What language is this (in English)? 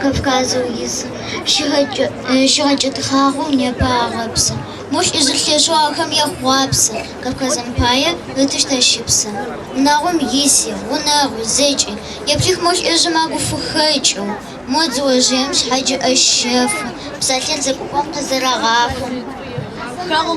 Adyghe